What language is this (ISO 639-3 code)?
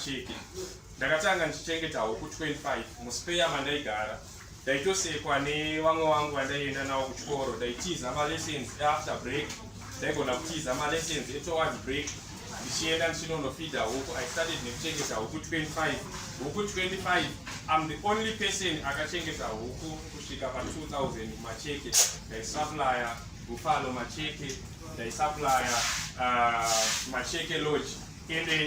sna